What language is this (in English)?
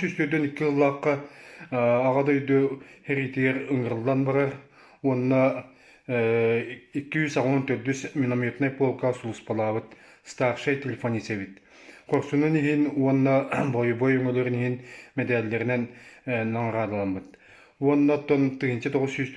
Yakut